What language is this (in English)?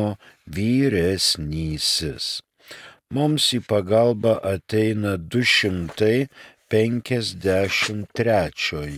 Lithuanian